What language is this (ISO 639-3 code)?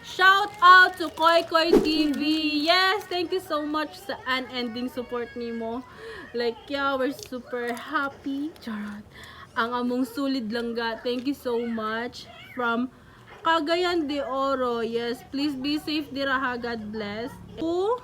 ceb